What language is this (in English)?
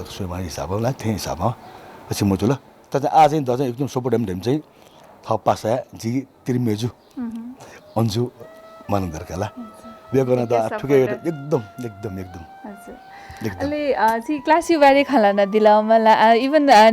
Newari